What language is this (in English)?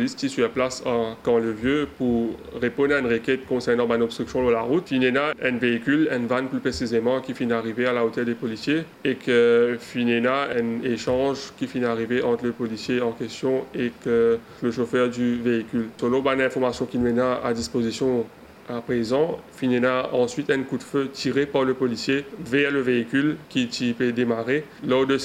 Morisyen